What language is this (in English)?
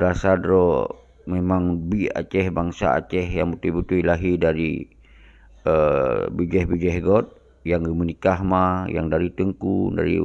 Achinese